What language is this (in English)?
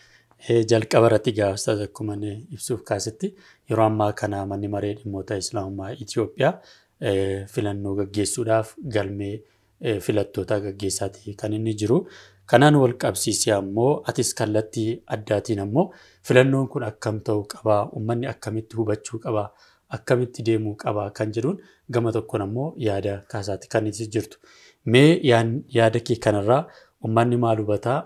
Oromo